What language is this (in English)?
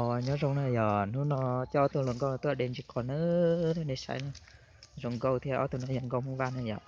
Hmong